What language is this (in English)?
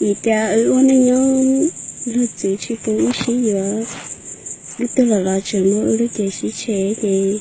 Hmong